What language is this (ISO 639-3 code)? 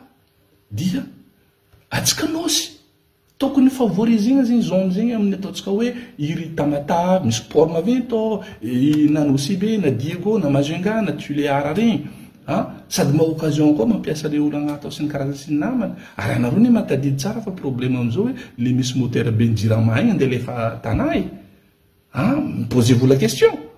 mlg